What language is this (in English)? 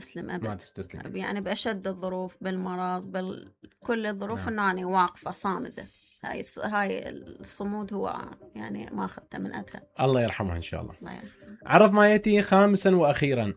Mesopotamian Arabic